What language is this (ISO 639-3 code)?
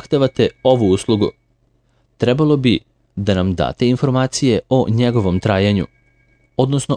srp